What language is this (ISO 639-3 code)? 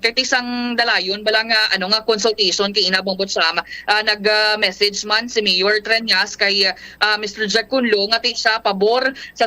hil